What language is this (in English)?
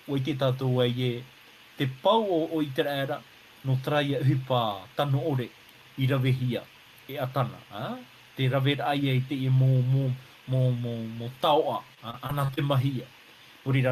Tahitian